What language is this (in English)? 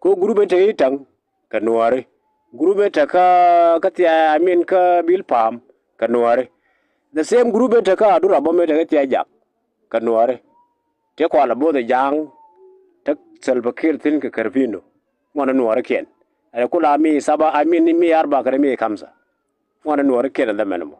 Nuer